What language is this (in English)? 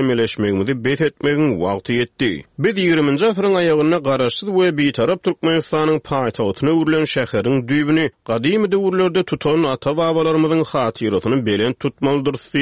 Turkmen